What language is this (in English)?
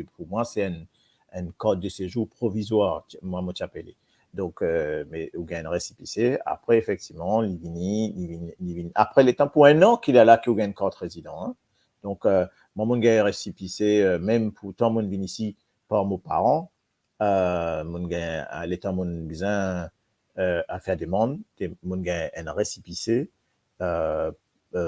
Morisyen